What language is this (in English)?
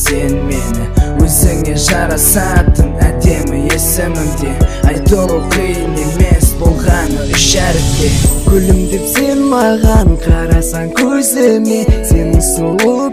Kazakh